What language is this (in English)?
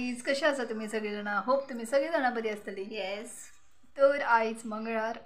Konkani